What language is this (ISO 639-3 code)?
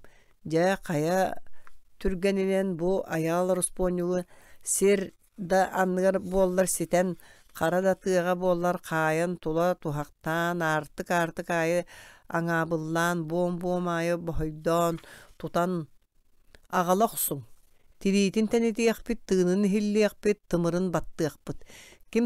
sah